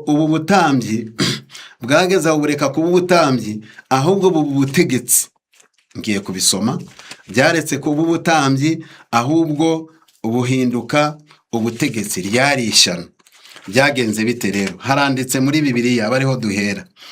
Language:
Kinyarwanda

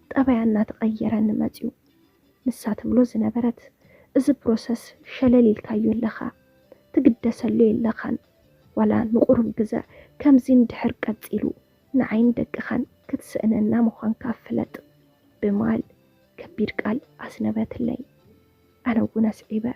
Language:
Tigrinya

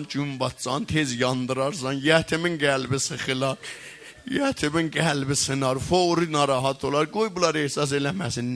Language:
South Azerbaijani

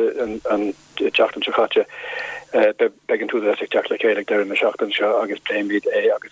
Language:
Irish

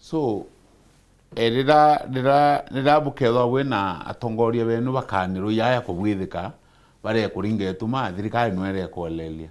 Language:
Meru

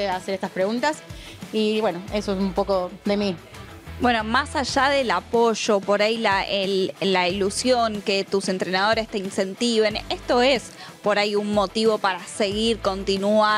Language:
Spanish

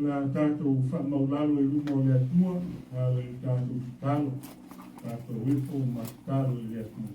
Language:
Samoan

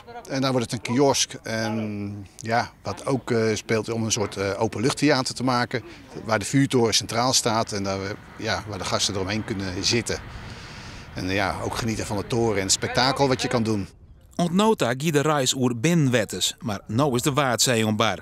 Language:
Western Frisian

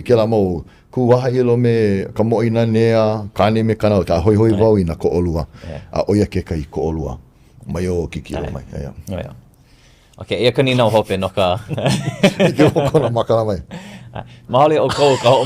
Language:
Hawaiian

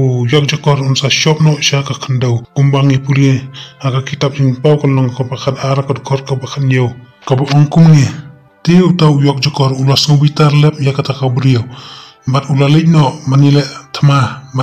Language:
Khasi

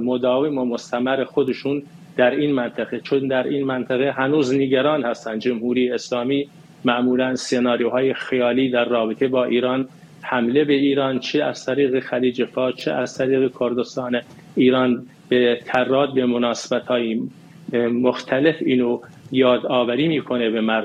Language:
Persian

